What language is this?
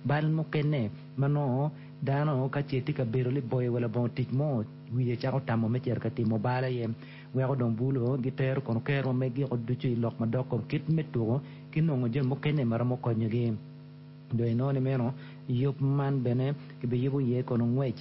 Acoli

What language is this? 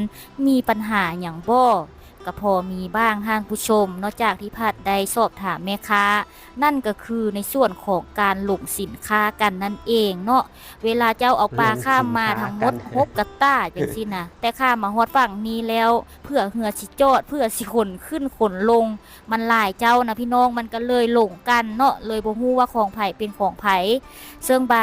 Lao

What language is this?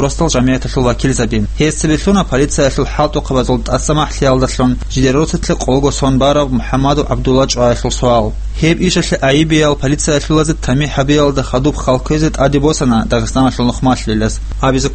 Avaric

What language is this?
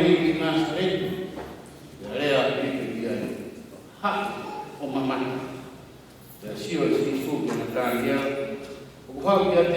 Tongan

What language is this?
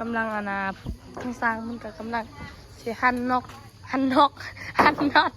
Northeastern Thai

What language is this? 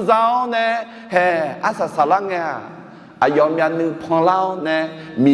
Akha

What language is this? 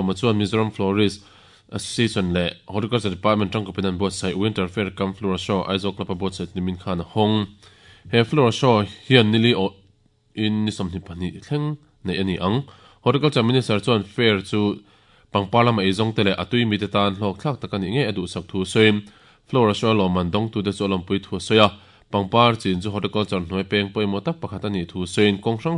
Mizo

